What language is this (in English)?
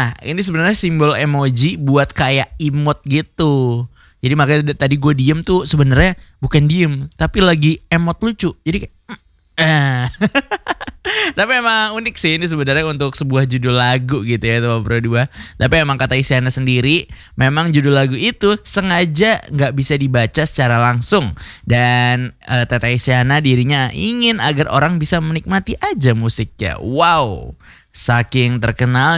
Indonesian